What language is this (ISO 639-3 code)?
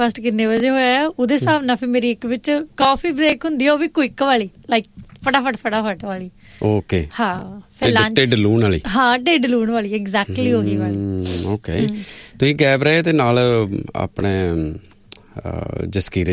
pan